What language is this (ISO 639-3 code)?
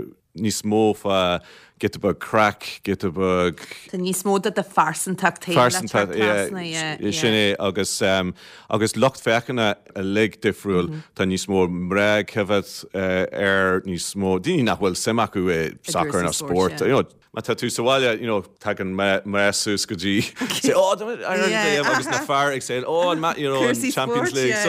gle